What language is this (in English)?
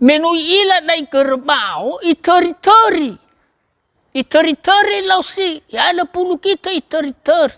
Nias